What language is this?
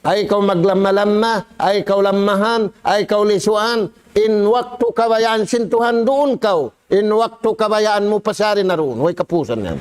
Tausug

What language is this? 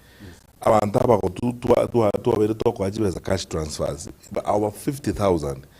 Gusii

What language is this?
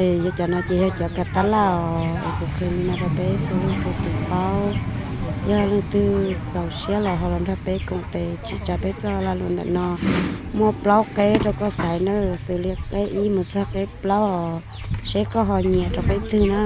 Hmong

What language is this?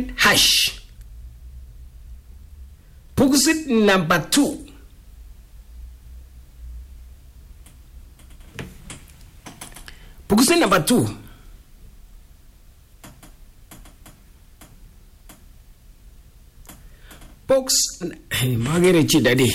Swahili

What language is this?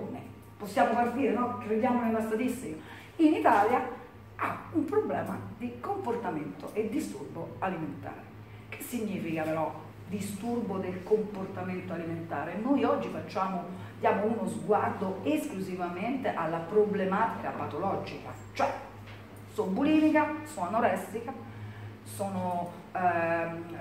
Italian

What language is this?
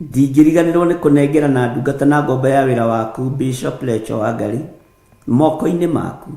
Kikuyu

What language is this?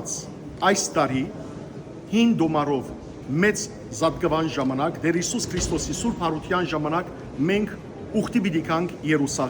Western Armenian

